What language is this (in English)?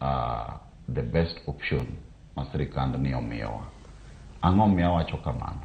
Luo (Kenya and Tanzania)